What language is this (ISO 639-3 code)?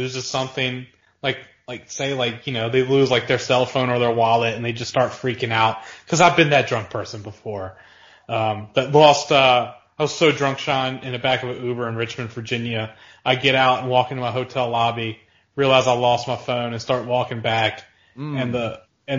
eng